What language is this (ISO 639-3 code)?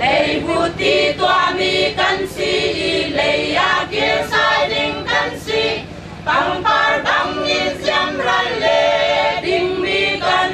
cfm